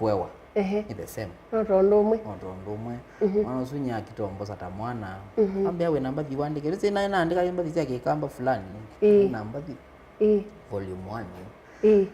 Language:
Kamba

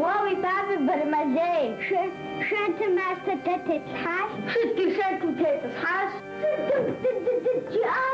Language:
Kabardian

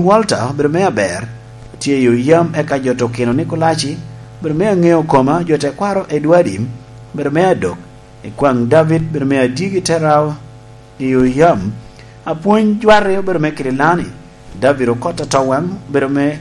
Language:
Lango (Uganda)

